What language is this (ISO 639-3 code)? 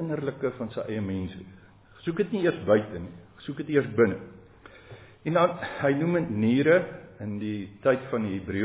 afr